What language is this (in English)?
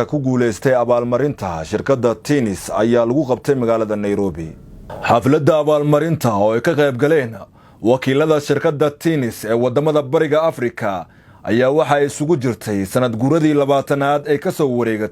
Somali